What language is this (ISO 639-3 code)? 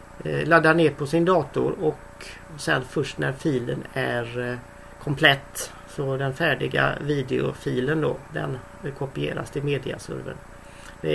swe